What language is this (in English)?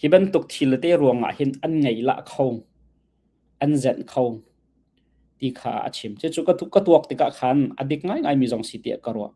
Hakha Chin